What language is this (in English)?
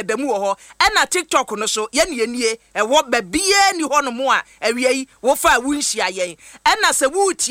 Akan